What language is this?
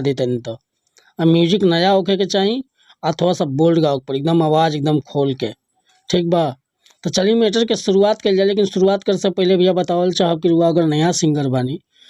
Bhojpuri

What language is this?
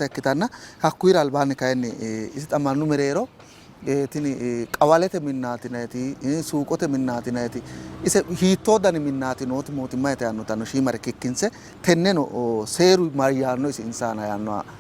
Sidamo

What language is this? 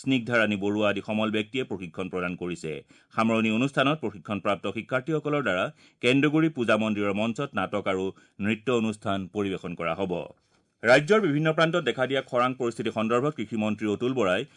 Assamese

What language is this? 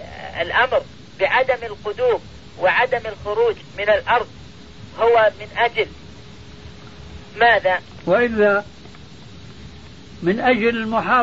Arabic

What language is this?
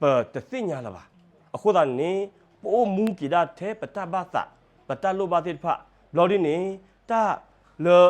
S'gaw Karen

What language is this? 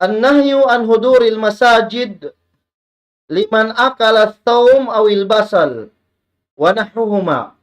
Tausug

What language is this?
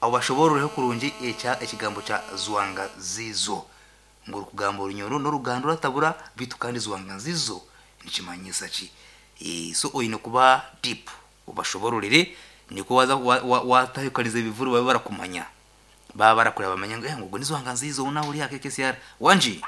Nyankole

